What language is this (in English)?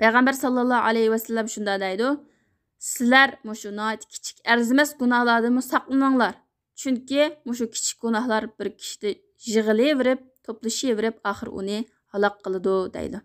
Uyghur